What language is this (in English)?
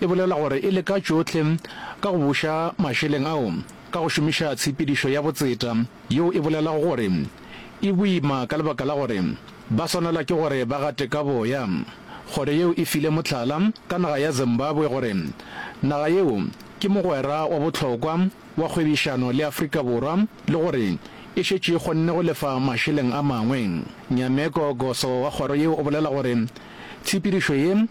Northern Sotho